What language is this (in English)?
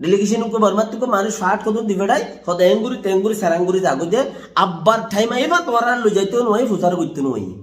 Rohingya